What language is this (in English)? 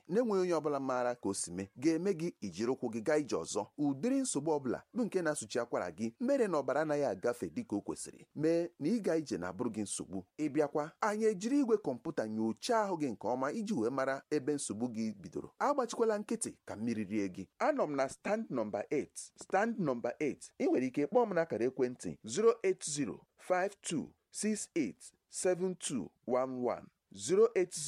Igbo